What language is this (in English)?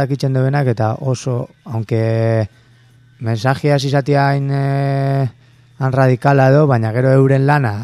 Basque